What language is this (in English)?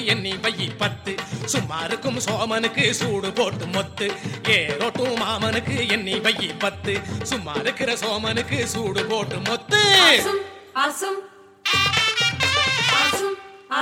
Tamil